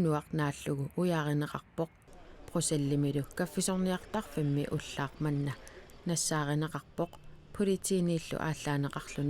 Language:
Kalaallisut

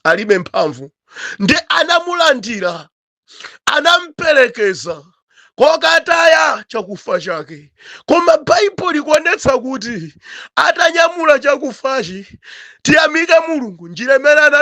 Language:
Nyanja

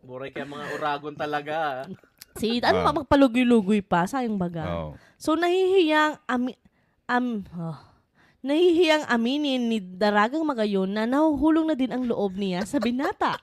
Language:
Bikol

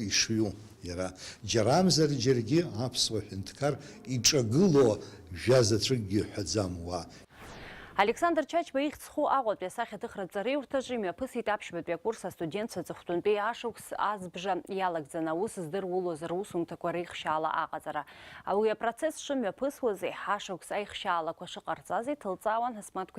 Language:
Abkhazian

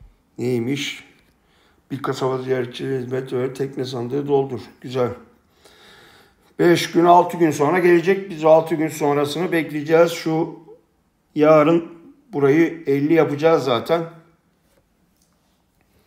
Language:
Turkish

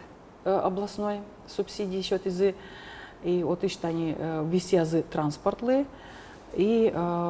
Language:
Udmurt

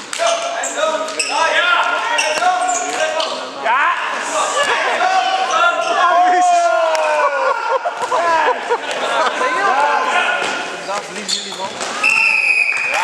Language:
Dutch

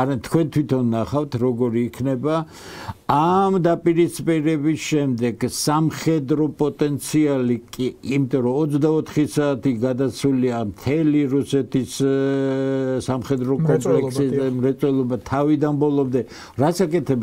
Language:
Georgian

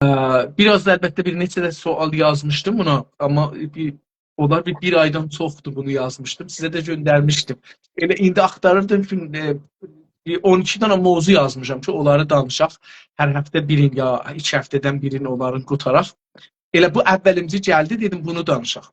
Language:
South Azerbaijani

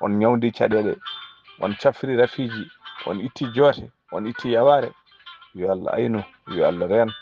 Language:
Fula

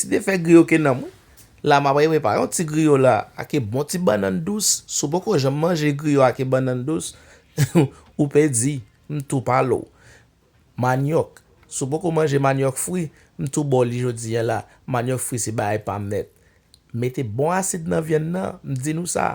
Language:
Haitian Creole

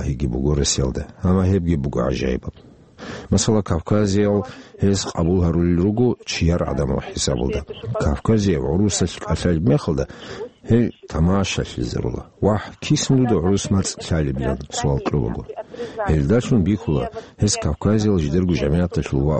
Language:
Avaric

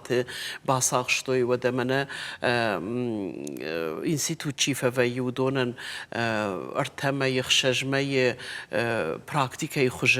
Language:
Ossetic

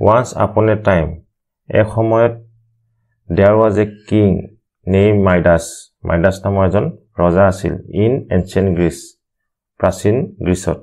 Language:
Assamese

